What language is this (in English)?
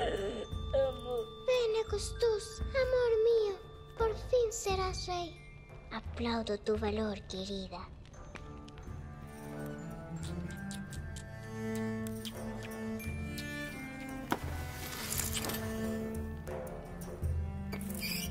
Spanish